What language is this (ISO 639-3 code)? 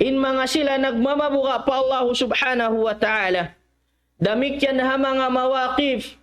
tsg